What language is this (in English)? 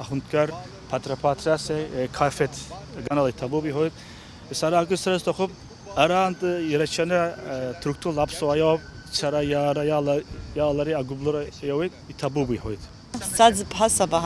Abkhazian